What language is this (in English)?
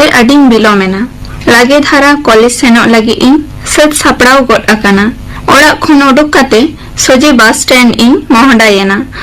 Santali